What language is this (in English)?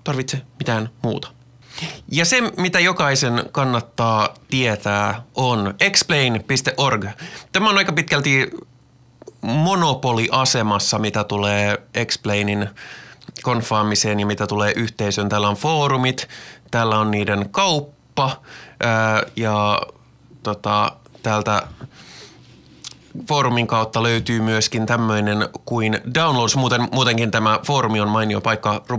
Finnish